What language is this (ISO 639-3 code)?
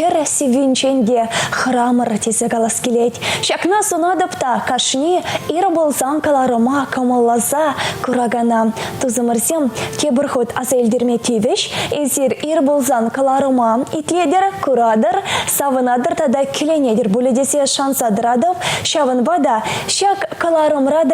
chv